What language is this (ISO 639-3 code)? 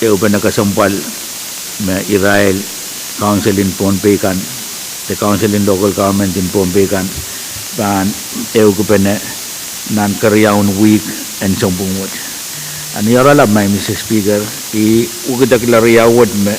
pon